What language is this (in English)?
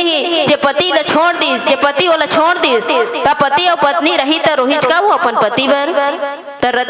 Chhattisgarhi